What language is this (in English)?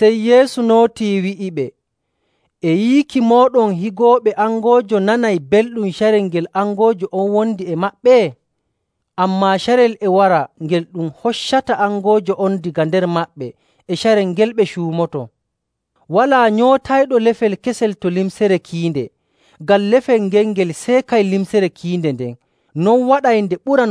Nigerian Fulfulde